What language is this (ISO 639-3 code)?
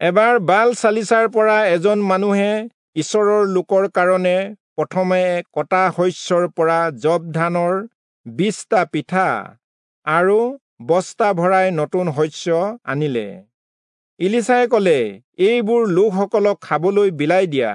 asm